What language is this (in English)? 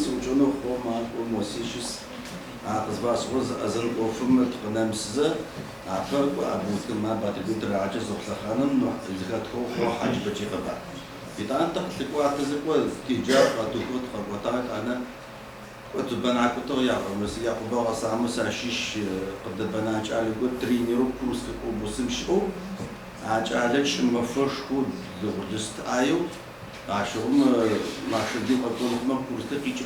Adyghe